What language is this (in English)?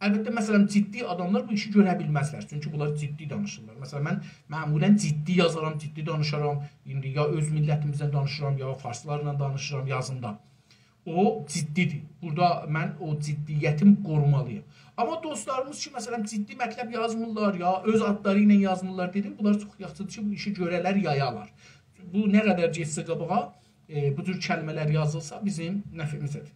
South Azerbaijani